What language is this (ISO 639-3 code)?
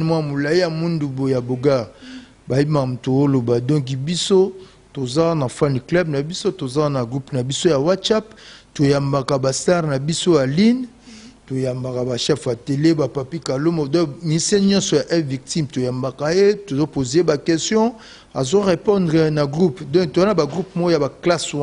lin